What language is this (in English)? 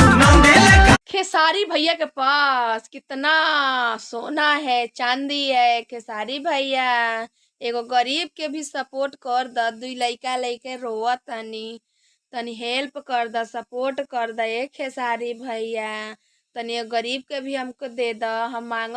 Bhojpuri